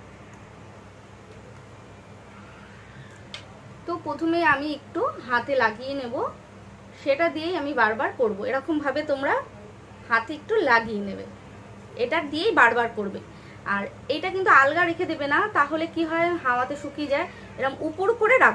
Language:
Bangla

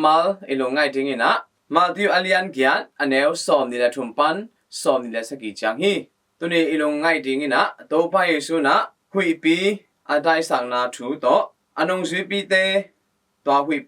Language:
Tedim Chin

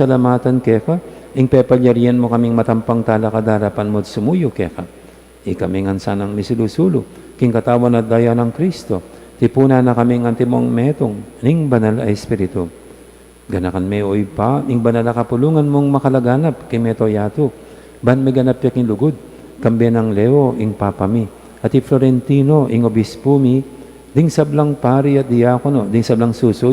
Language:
Pampanga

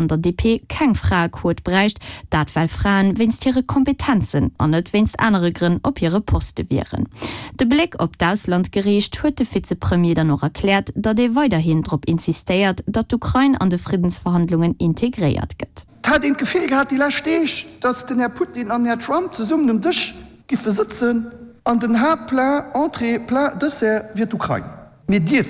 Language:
Luxembourgish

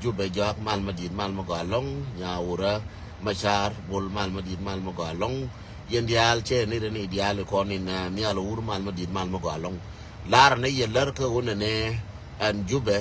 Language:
Nuer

